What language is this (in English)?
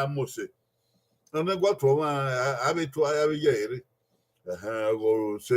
Bini